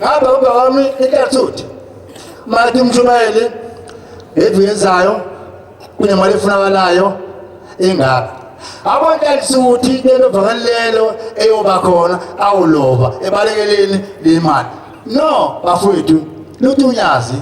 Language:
Zulu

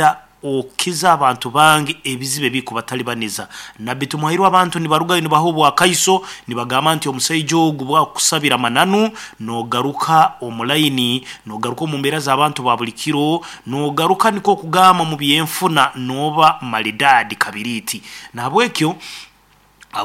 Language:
Nyankole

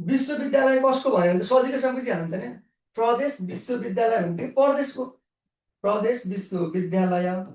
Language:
Nepali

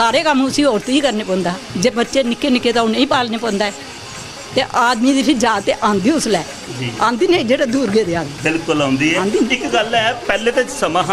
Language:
Dogri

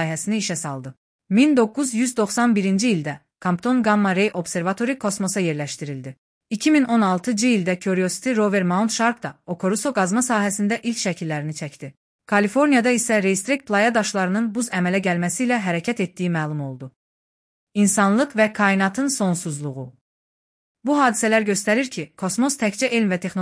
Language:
Azerbaijani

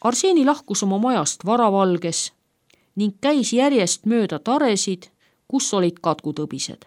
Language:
Estonian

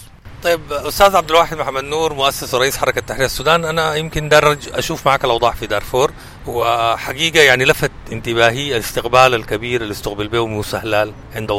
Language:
Sudanese Arabic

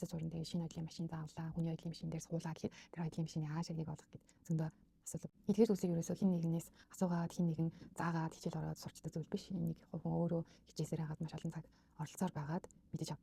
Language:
Mongolian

